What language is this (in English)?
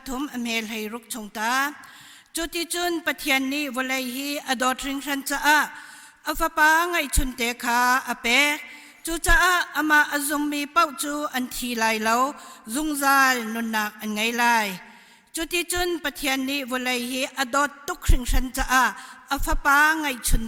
Hakha Chin